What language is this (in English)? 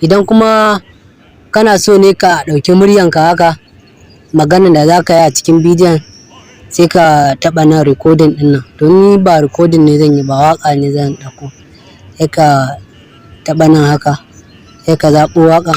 Hausa